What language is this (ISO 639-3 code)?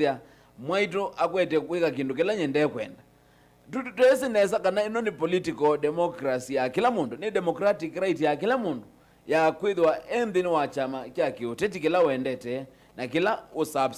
kam